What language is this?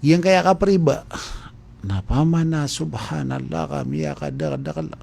Maranao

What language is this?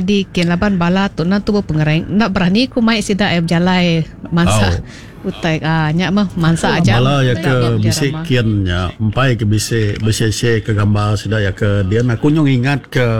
Iban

